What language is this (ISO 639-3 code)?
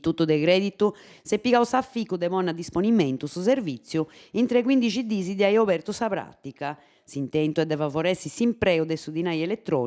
srd